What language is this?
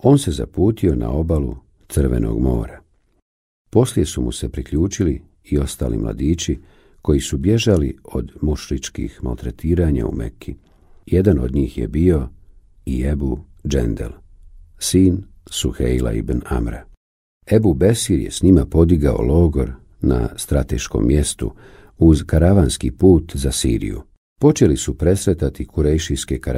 Bosnian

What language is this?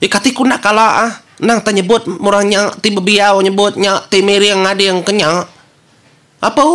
Iban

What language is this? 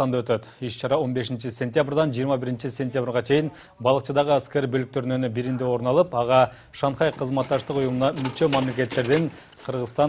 Kyrgyz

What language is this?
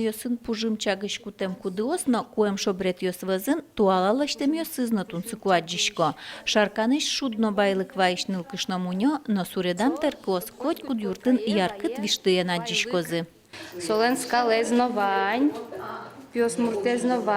Udmurt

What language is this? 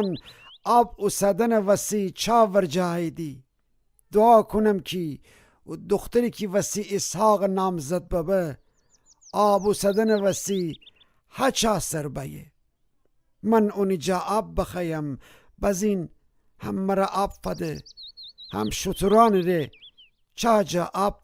Gilaki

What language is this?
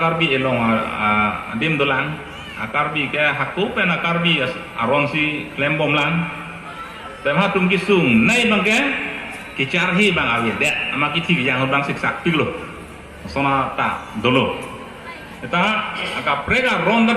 Karbi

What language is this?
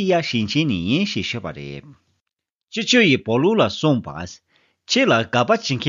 Tibetan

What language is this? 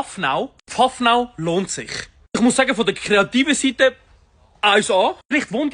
Swiss German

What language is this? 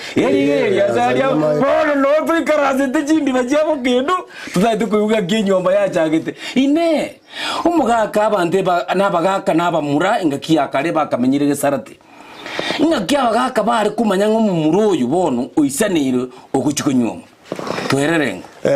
Gusii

